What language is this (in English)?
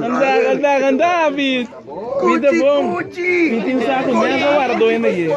Papiamento